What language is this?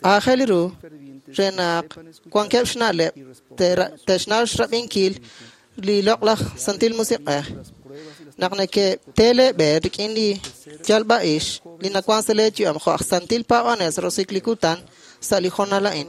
Kekchí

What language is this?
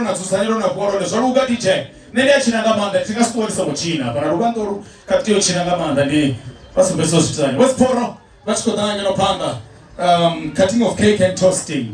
Venda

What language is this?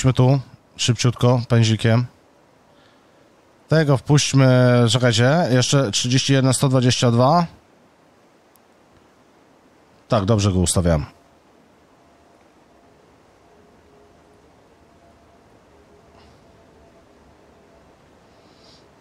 Polish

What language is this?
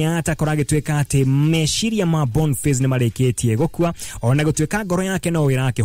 Kikuyu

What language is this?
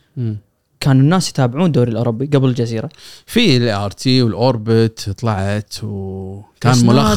Gulf Arabic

